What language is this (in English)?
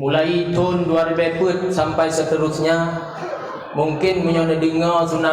Achinese